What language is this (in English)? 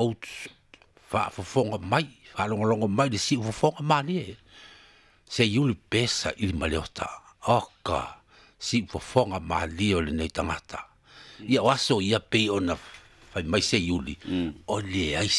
Samoan